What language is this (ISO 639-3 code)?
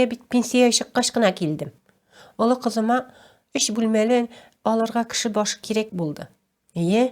tat